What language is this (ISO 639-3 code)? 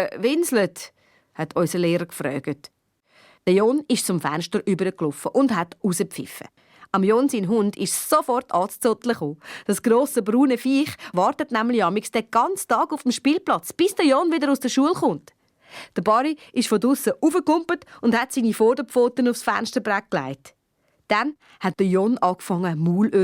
gsw